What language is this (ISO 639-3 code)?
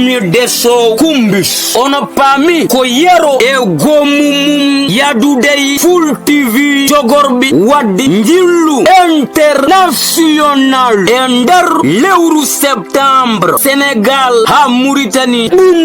ful